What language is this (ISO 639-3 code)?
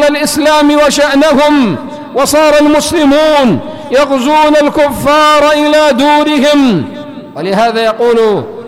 ara